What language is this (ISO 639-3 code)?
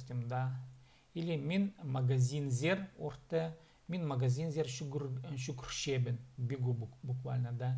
kjh